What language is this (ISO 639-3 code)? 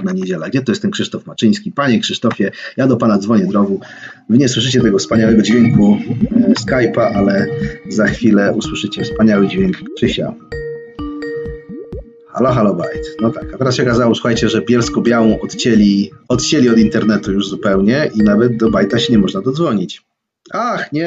pol